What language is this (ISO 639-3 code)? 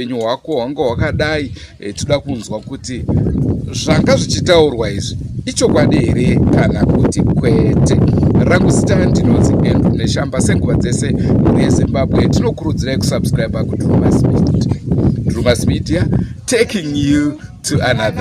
sna